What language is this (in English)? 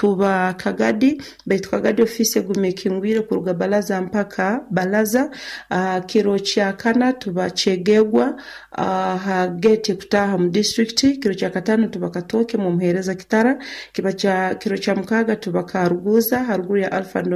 Nyoro